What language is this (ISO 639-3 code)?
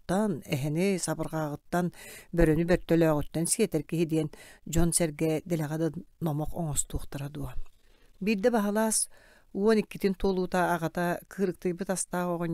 sah